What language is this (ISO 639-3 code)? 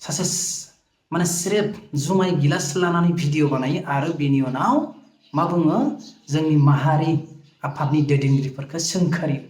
brx